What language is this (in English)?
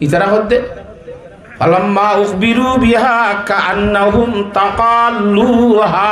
Rohingya